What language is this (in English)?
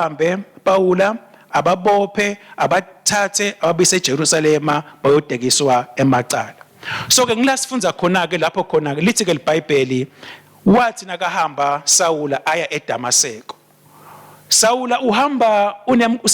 Swati